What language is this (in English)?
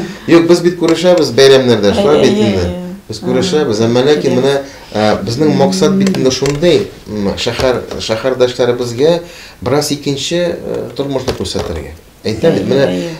Tatar